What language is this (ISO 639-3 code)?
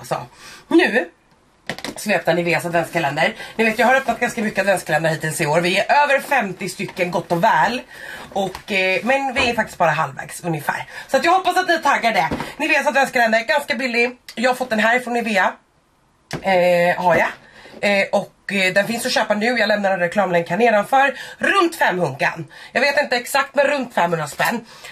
swe